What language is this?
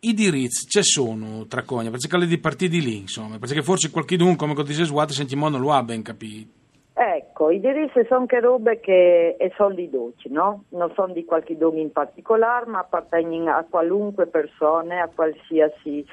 Friulian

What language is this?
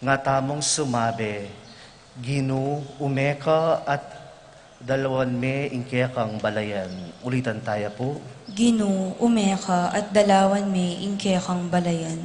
Pampanga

